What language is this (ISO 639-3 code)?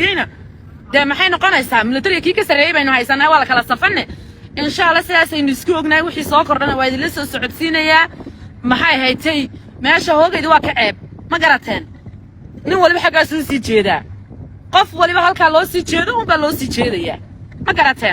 som